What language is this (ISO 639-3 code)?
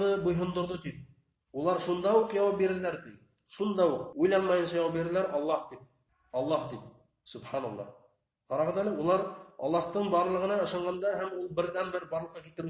bak